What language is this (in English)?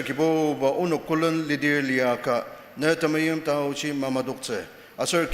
Ao Naga